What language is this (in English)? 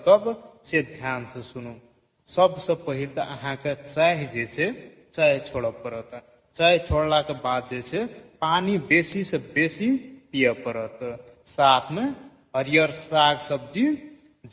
Maithili